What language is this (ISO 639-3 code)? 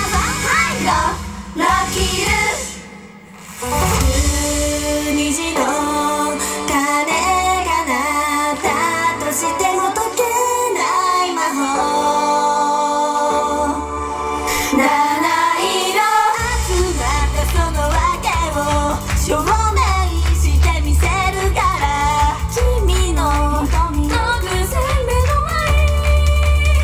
jpn